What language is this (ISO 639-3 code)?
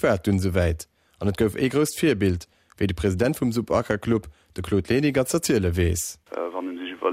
ltz